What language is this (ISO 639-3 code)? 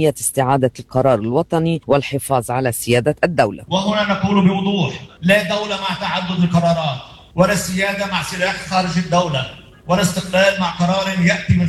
ara